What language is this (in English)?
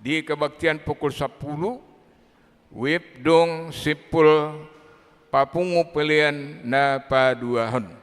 Batak Toba